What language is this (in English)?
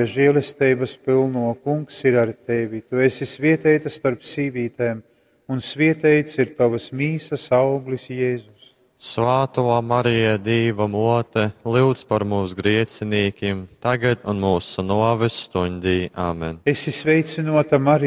Latgalian